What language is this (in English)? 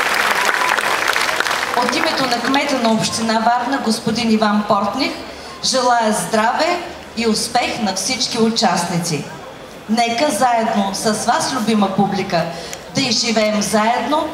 Bulgarian